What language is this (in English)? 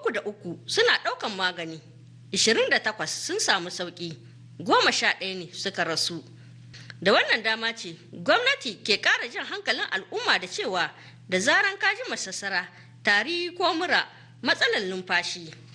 Hausa